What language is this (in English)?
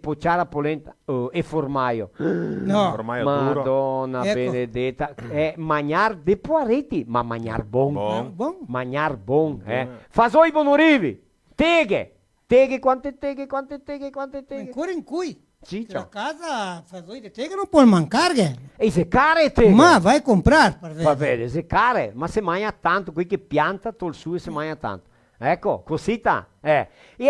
Venetian